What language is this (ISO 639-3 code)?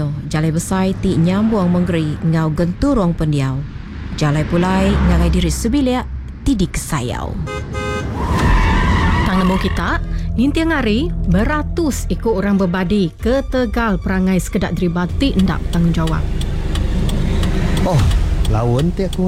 iba